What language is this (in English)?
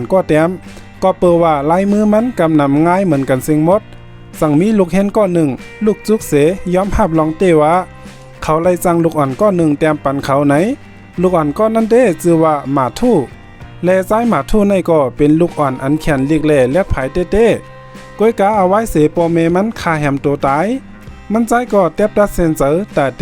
Shan